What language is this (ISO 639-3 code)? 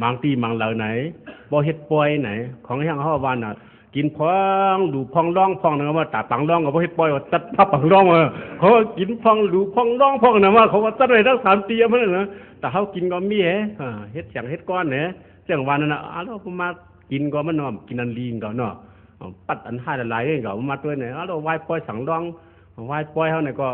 shn